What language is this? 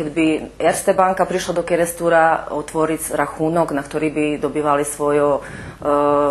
Rusyn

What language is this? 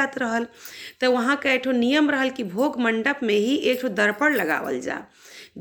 Bhojpuri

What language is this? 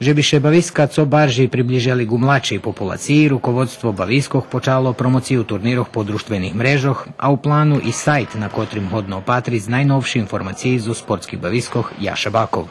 Rusyn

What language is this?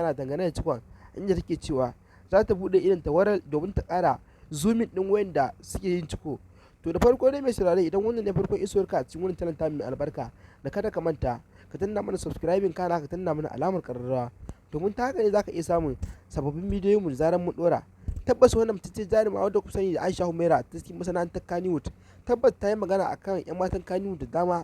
Hausa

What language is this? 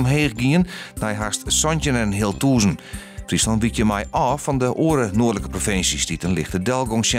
Western Frisian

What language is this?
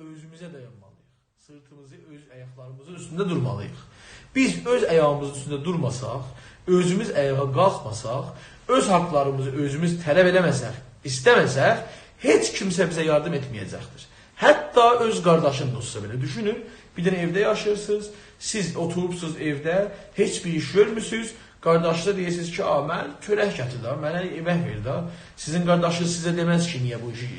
South Azerbaijani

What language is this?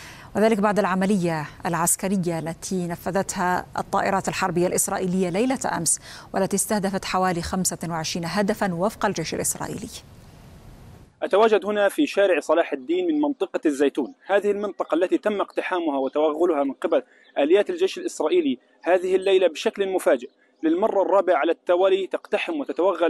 Arabic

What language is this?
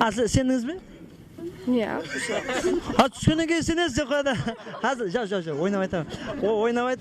Kara-Kalpak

